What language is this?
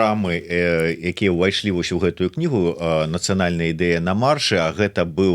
Belarusian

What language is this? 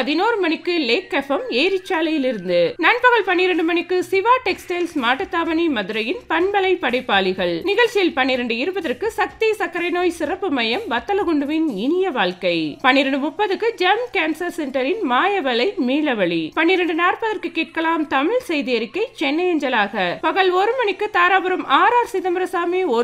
Tamil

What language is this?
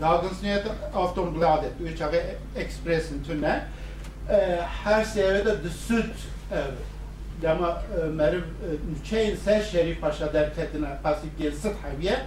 Kurdish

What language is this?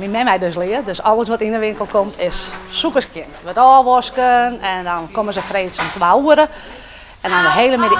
Western Frisian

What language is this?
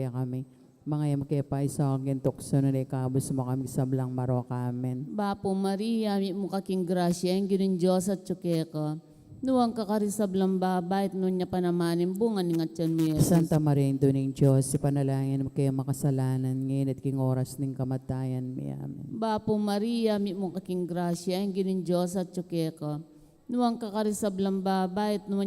Pampanga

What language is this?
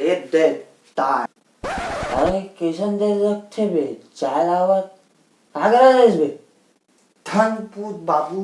Chhattisgarhi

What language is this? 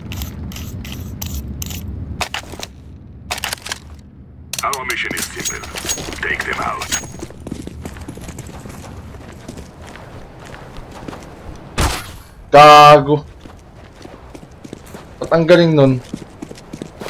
Filipino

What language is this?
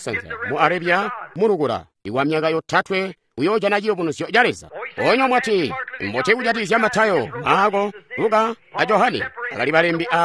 Tonga (Zambia)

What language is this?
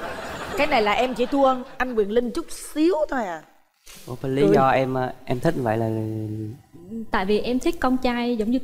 Vietnamese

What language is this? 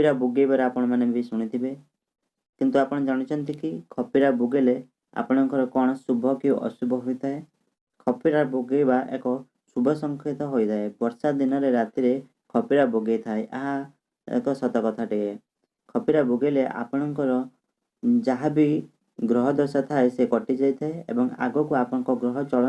Odia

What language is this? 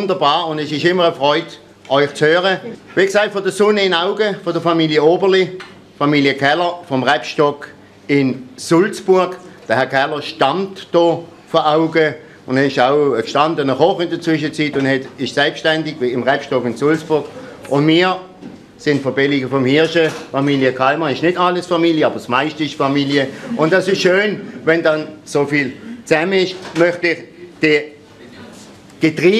German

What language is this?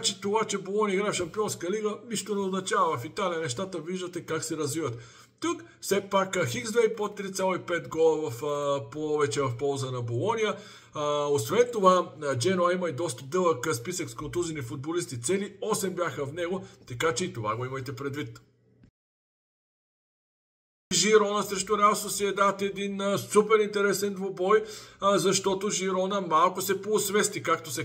Bulgarian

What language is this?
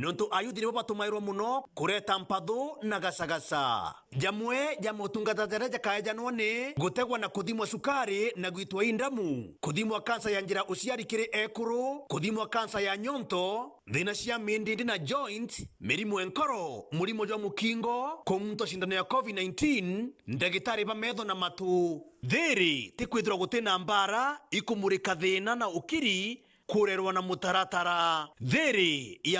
Meru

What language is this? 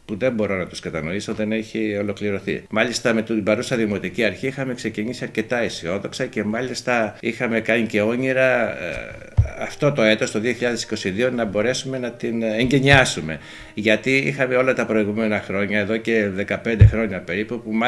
Greek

